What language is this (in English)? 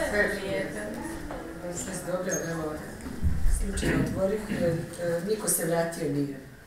Bosnian